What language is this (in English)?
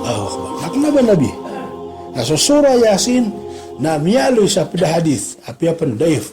Maranao